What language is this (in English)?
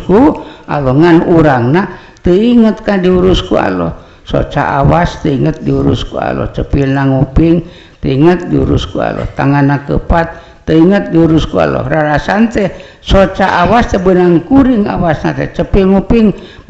Sundanese